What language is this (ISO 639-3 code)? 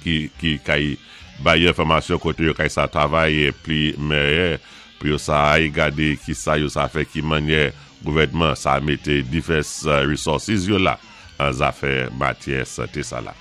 acf